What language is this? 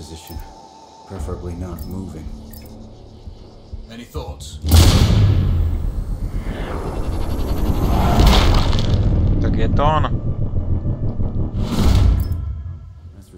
Slovak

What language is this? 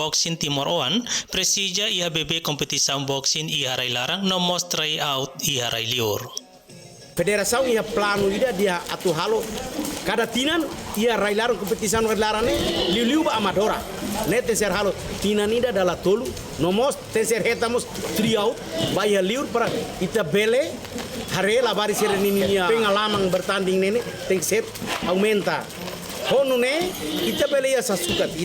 Tetum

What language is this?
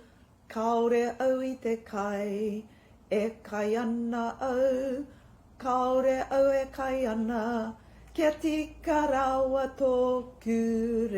Māori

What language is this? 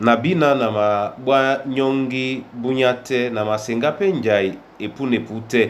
Duala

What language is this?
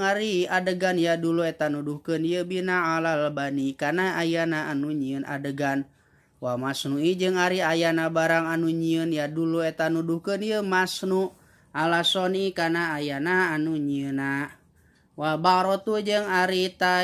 Sundanese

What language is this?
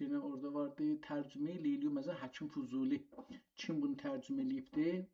South Azerbaijani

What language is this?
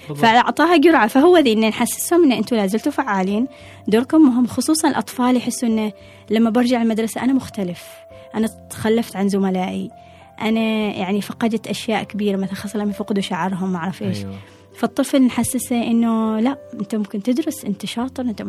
Gulf Arabic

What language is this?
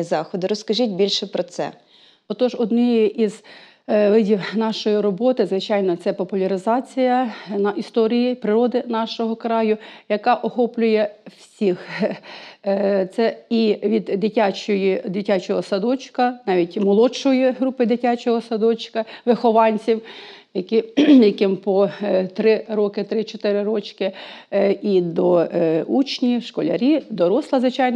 Ukrainian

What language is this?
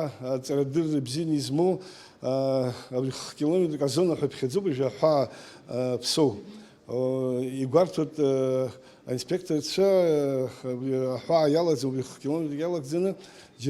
Abkhazian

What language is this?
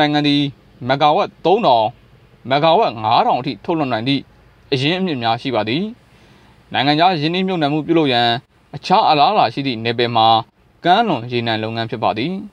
Burmese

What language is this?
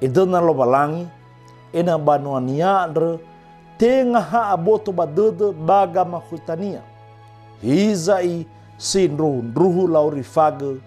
Nias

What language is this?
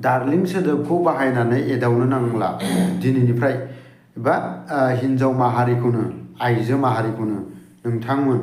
Bodo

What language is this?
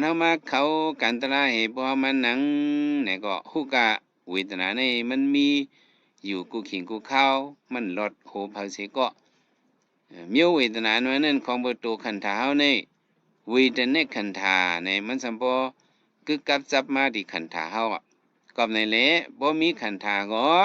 Shan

